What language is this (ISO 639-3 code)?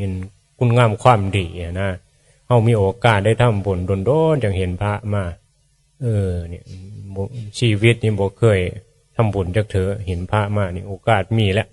tts